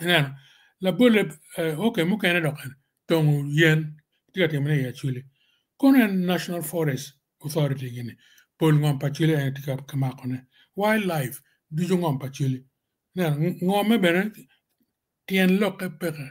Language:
Acoli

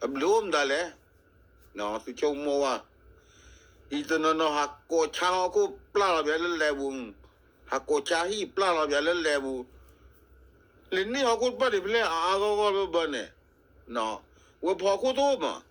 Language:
S'gaw Karen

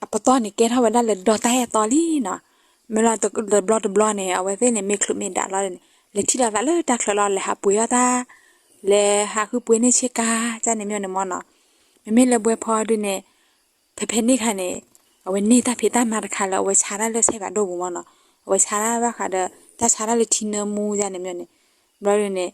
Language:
S'gaw Karen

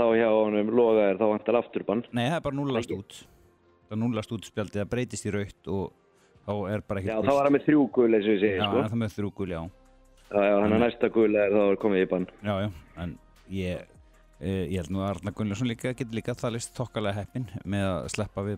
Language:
Icelandic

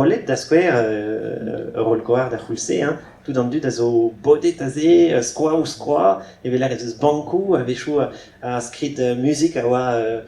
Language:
Breton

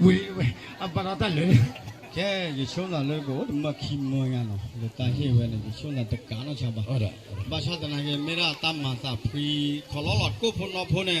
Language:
S'gaw Karen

